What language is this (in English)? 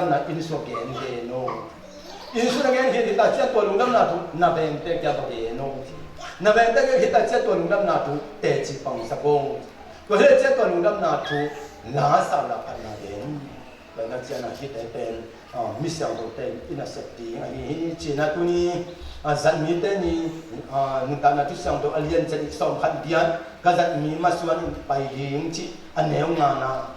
Tedim Chin